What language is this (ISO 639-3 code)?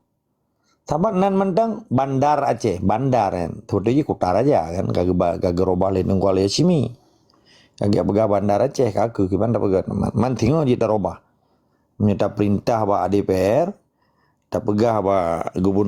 ace